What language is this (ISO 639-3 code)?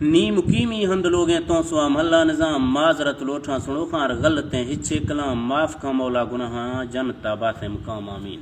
bgp